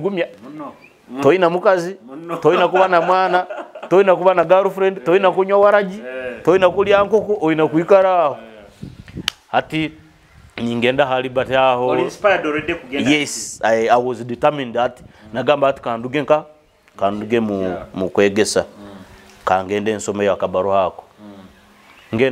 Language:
Nyoro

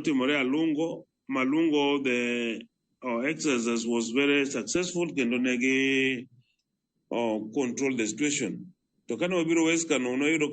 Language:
Luo (Kenya and Tanzania)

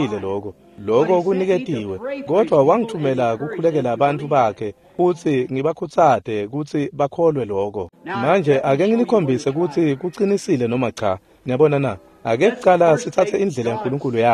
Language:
Swati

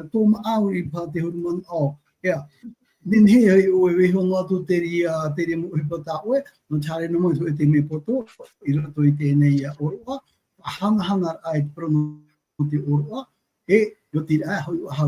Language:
Tahitian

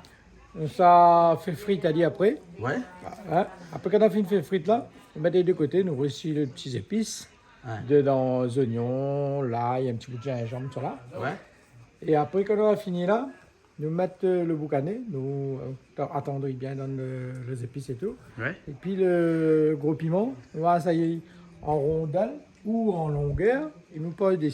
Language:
Réunion Creole French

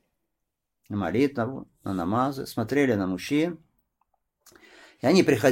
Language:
Russian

